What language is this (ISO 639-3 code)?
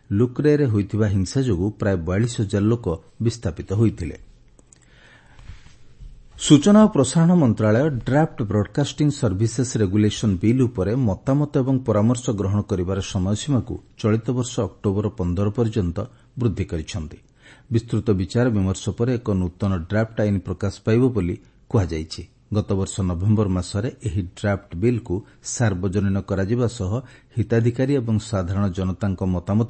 ori